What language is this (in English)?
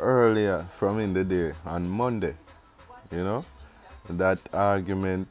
Jamaican Creole English